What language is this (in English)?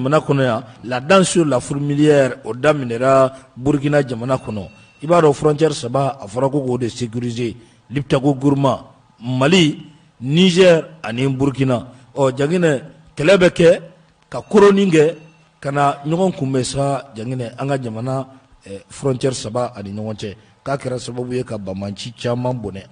Bambara